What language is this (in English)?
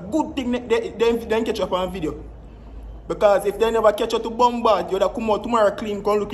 Jamaican Creole English